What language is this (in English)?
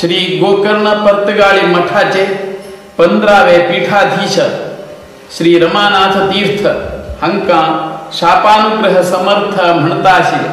Konkani